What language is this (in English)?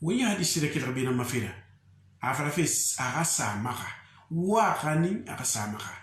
Susu